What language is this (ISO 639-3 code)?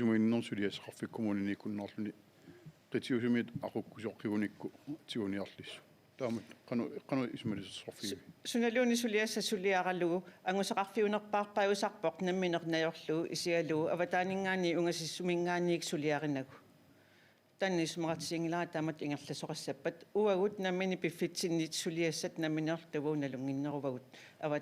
kal